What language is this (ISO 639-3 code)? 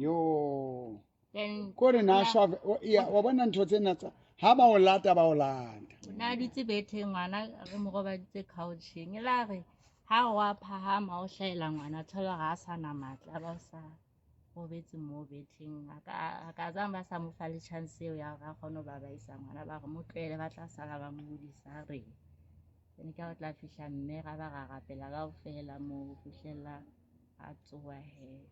sot